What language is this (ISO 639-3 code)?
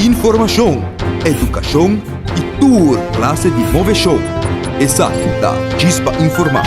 pap